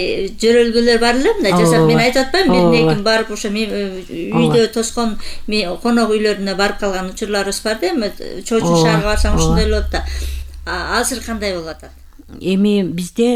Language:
Kyrgyz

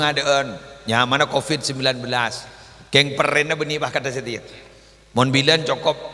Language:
Madurese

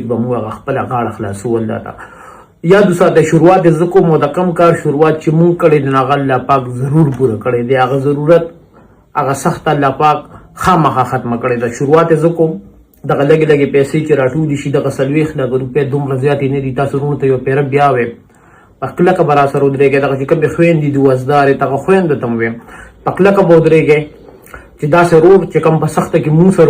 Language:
Pashto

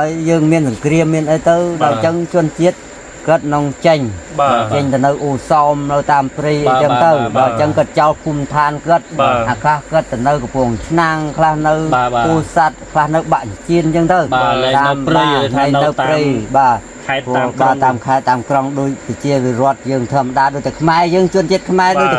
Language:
Khmer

